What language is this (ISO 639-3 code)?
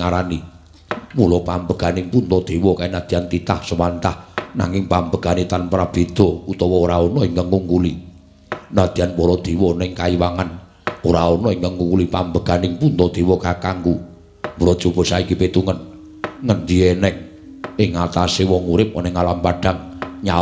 jav